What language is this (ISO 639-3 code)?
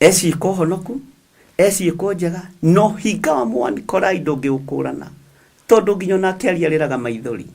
kik